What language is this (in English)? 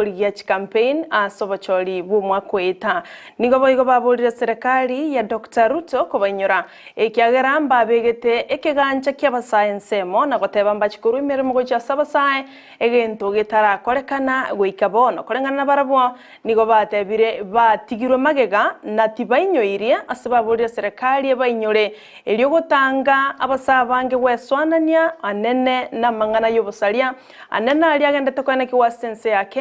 Gusii